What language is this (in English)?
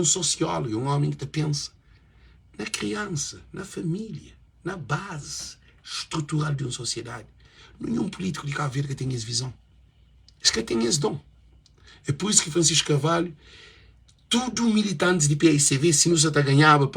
Kabuverdianu